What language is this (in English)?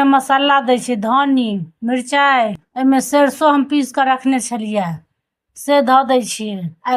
Maithili